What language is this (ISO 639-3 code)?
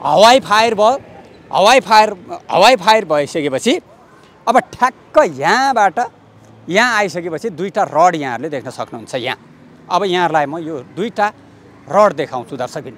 nep